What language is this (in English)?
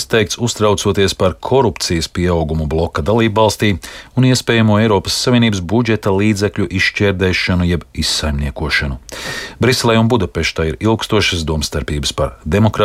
Latvian